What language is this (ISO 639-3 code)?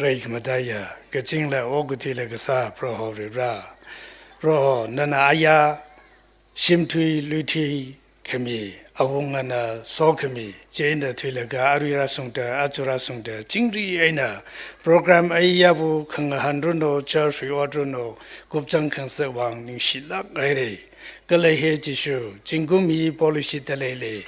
nmf